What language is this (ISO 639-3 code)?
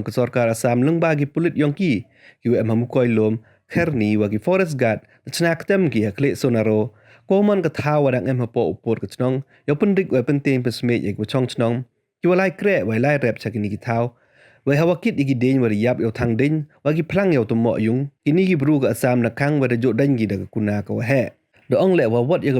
pbv